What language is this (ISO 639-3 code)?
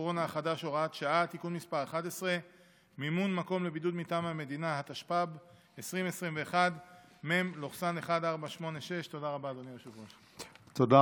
heb